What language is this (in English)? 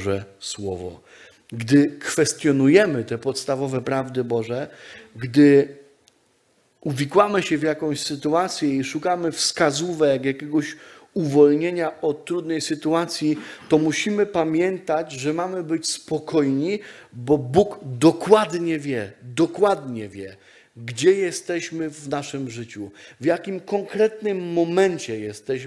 Polish